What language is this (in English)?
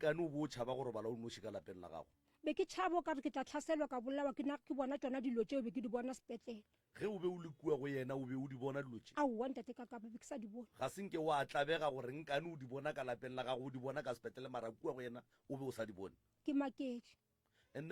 Northern Sotho